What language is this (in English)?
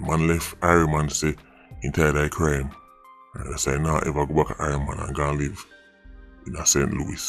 Jamaican Creole English